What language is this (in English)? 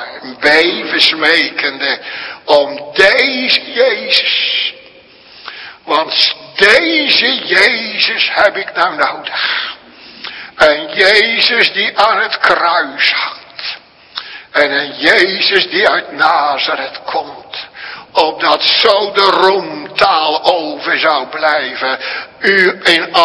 Dutch